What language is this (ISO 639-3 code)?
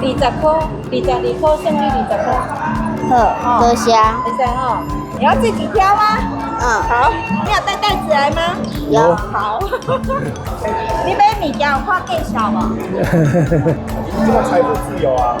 nan